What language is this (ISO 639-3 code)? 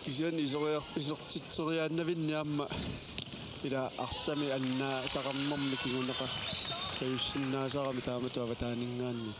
kal